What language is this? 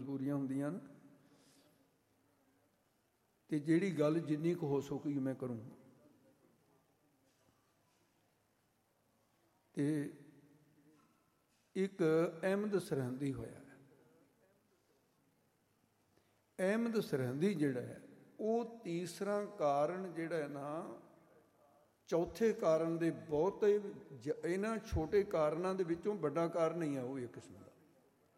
Punjabi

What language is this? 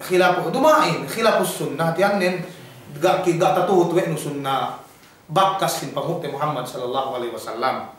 Yakan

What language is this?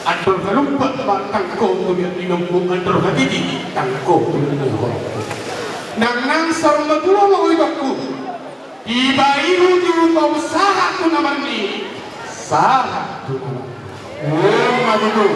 Batak Toba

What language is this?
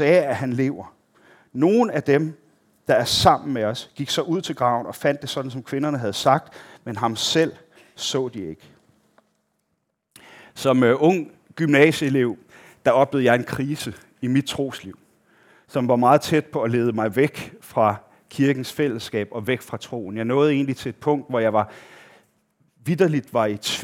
Danish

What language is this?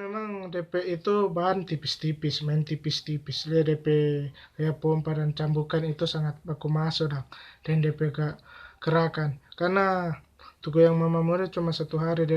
Manado Malay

